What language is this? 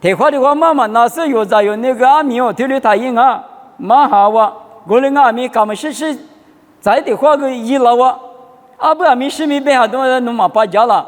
Lisu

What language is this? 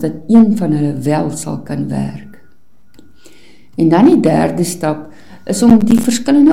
Afrikaans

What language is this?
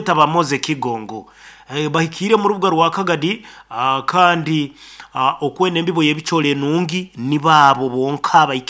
Nyoro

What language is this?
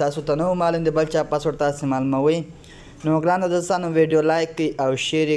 Pashto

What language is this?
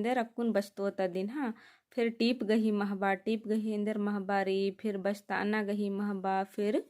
Kurukh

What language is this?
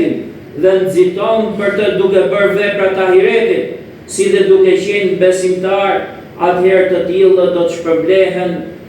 Albanian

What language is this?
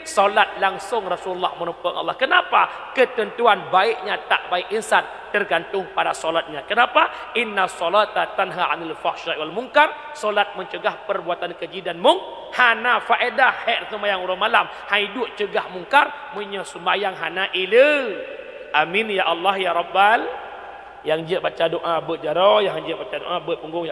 Achinese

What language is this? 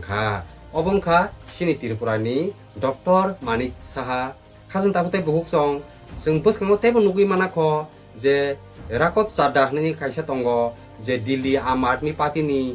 Kok Borok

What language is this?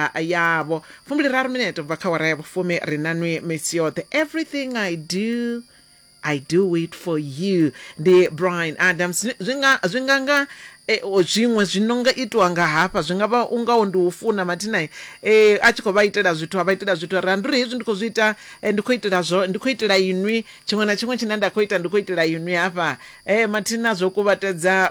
Venda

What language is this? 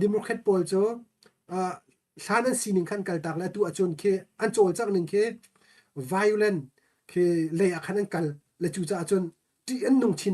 Hakha Chin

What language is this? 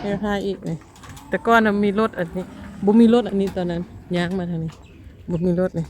Lao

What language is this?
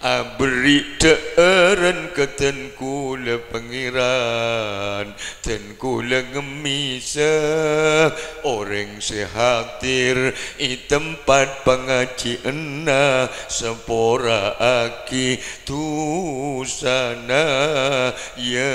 Madurese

